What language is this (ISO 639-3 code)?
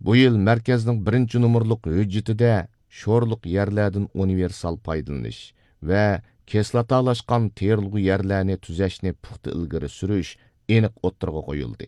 uig